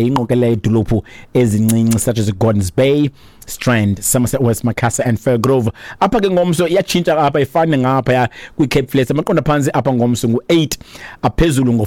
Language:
Xhosa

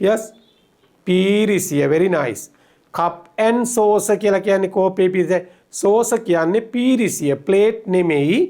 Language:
Sinhala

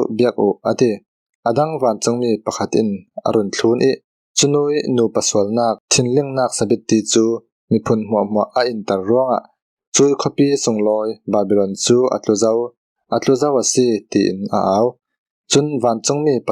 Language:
Falam Chin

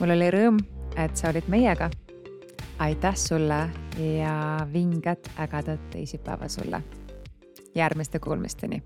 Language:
Estonian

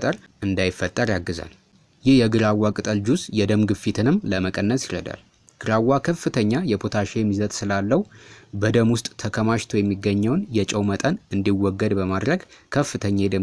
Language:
Amharic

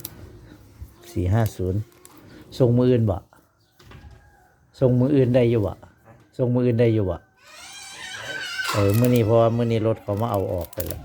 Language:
Northeastern Thai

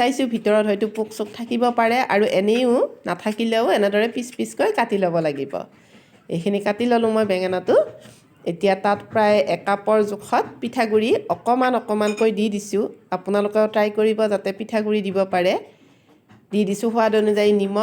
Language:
Assamese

